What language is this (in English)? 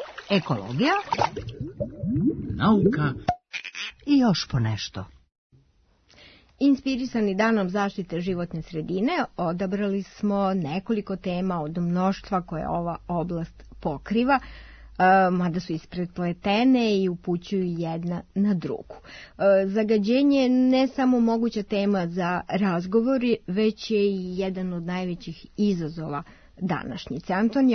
Serbian